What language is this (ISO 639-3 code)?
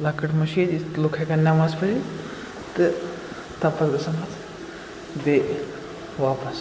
kas